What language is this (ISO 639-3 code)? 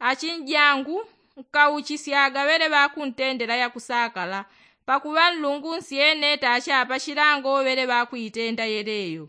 yao